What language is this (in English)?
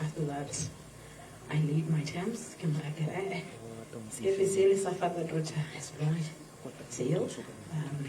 Tswana